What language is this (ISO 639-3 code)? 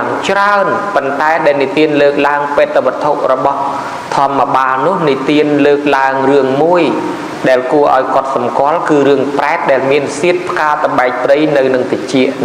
khm